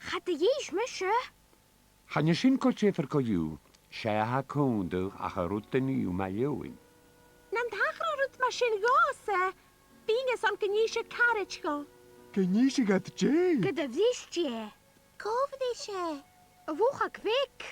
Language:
Scottish Gaelic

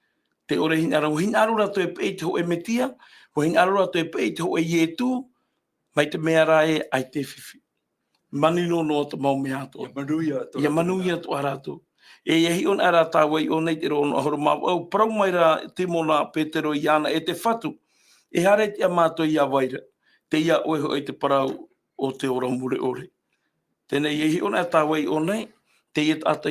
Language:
Tahitian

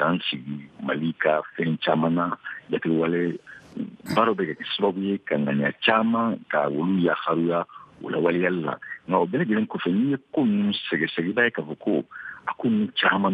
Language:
Bambara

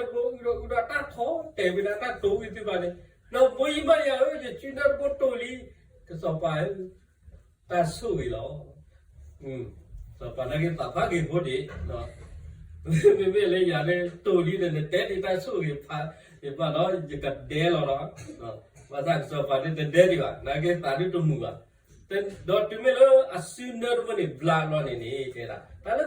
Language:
S'gaw Karen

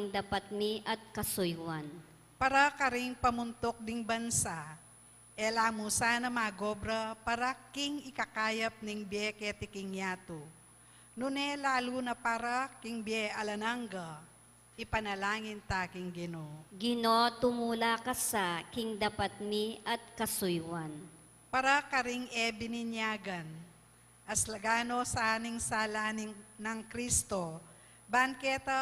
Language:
Pampanga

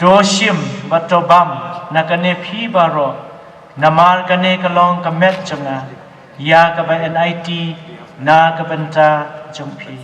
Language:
Khasi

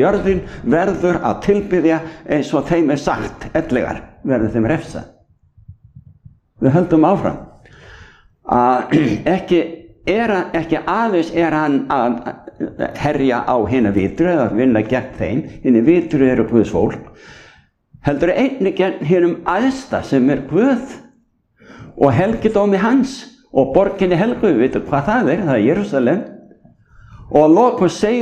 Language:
Icelandic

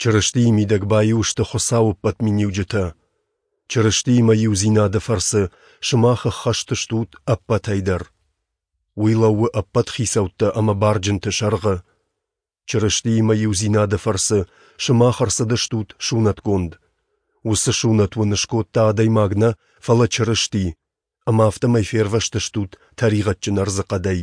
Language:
Ossetic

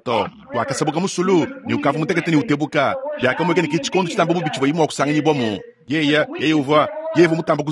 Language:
Luba-Lulua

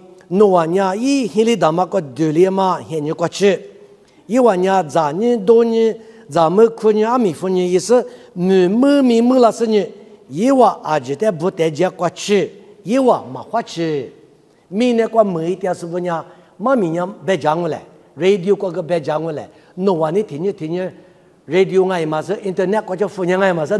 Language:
Lisu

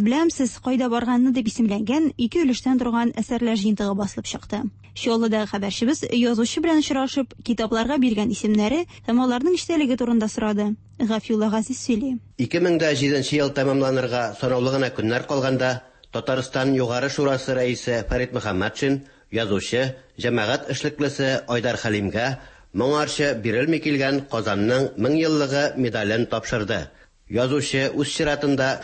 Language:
Tatar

